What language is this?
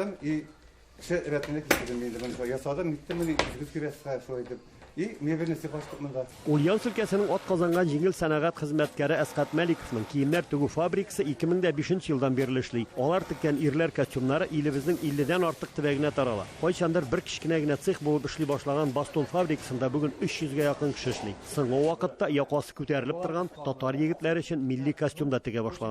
Tatar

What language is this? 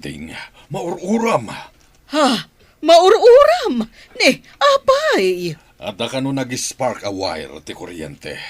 Iloko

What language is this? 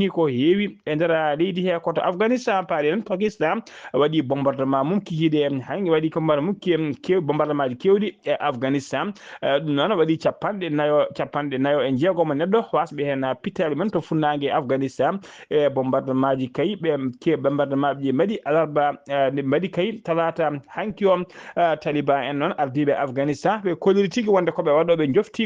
Fula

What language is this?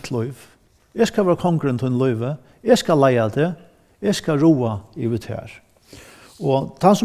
Faroese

